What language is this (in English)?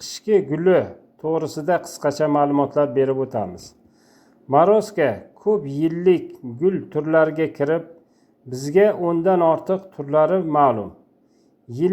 Uzbek